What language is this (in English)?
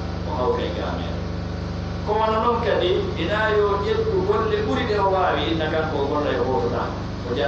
Pular